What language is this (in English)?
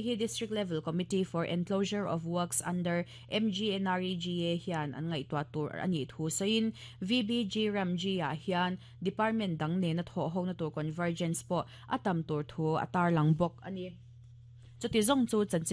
Mizo